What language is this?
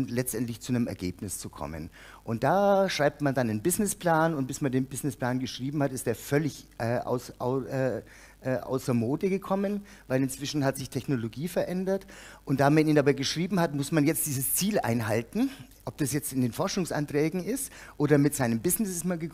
German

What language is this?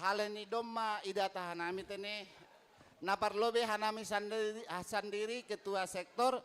Batak Simalungun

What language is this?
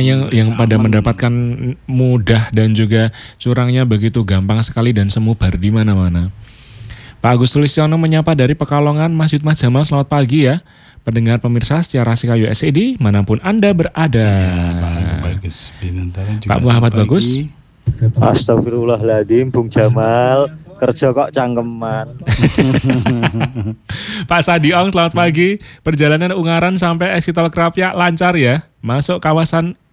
Indonesian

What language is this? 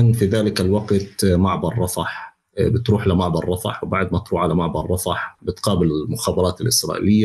North Levantine Arabic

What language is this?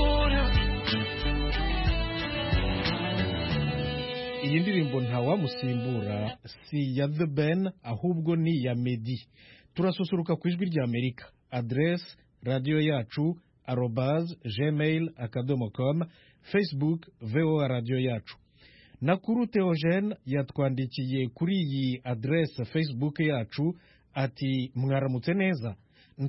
Kinyarwanda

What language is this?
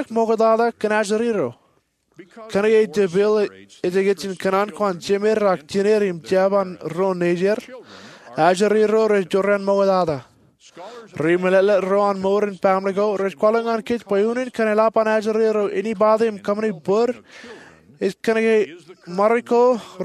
Marshallese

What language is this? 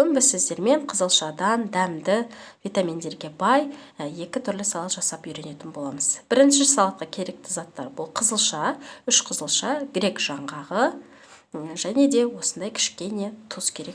Kazakh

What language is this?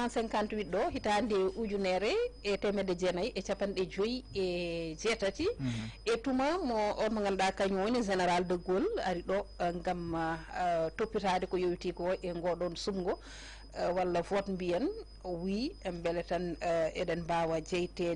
Fula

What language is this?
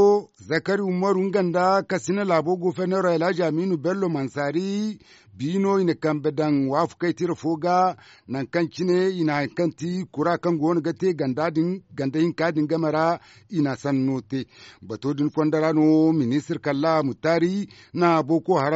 Zarma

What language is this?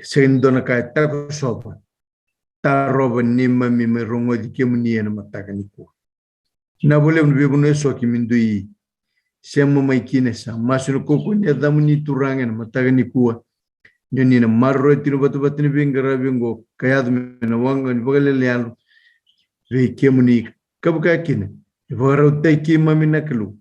Fijian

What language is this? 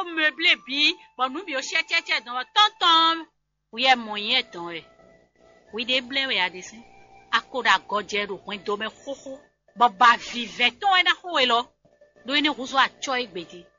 Fon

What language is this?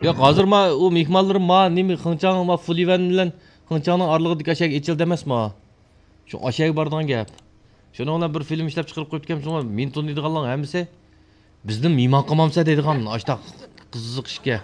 Uyghur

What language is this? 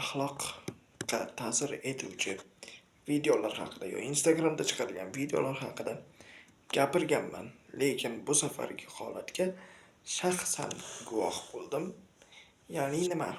Uzbek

